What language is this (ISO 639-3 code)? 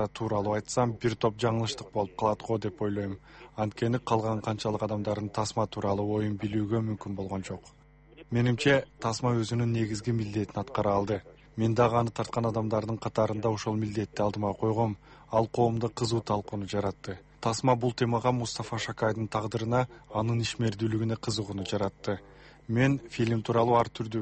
kir